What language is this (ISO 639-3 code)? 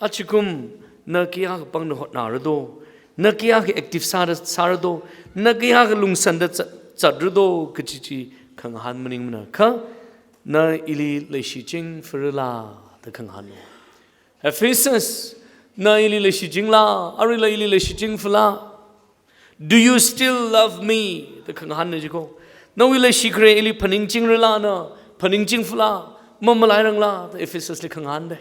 nmf